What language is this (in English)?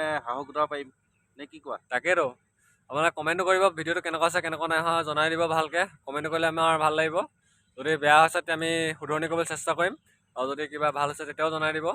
Assamese